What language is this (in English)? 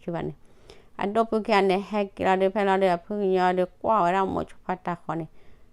S'gaw Karen